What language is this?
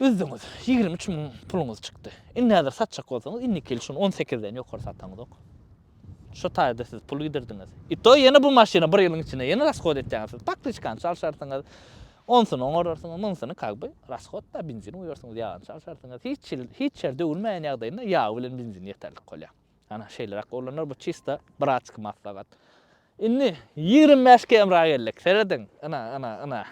Turkmen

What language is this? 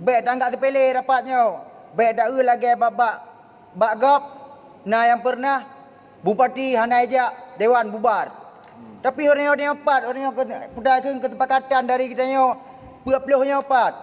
Achinese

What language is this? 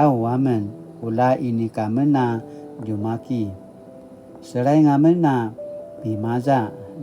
Paiwan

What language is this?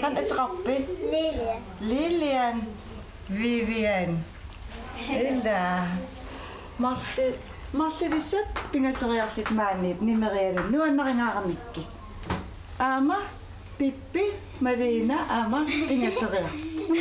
Kalaallisut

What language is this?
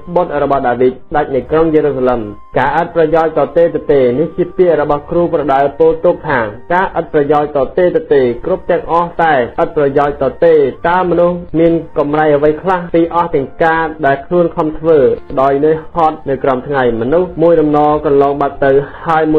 Khmer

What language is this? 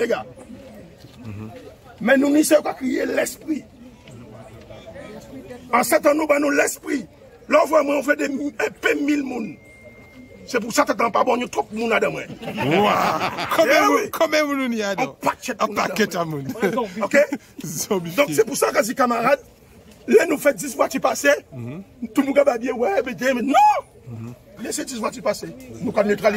French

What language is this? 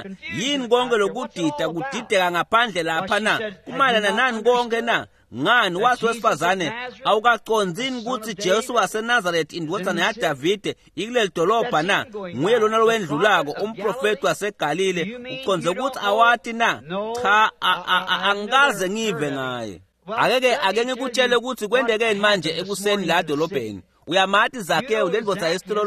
Swati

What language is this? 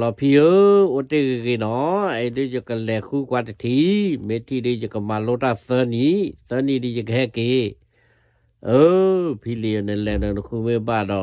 S'gaw Karen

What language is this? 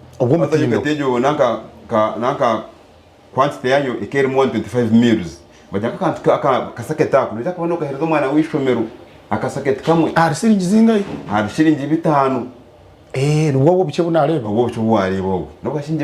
Nyankole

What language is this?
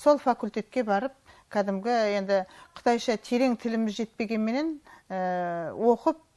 Kazakh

